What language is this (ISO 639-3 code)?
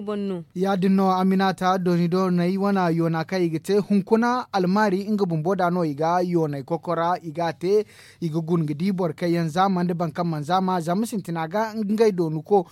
dje